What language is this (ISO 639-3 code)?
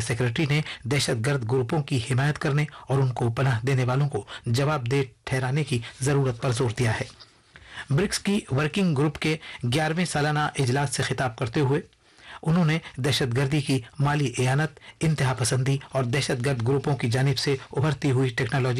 urd